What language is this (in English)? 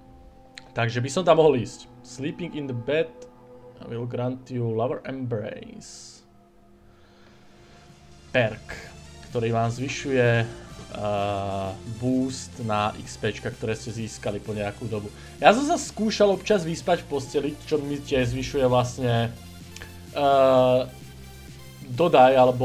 Slovak